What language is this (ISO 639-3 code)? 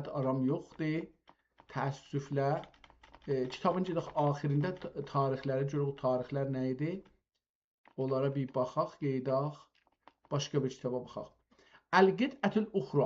azb